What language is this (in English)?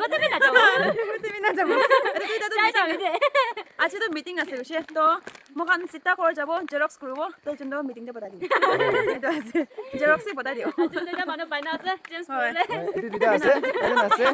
Naga Pidgin